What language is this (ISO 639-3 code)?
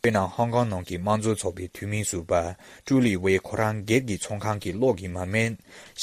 bod